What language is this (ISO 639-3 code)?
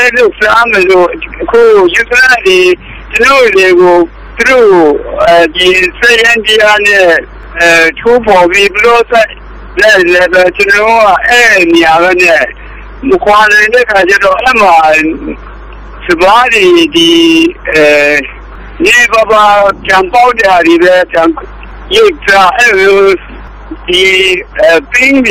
mya